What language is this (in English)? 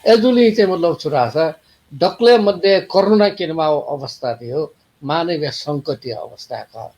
Newari